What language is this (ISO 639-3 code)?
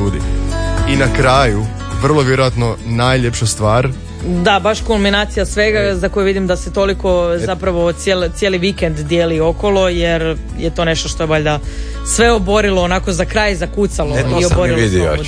hrv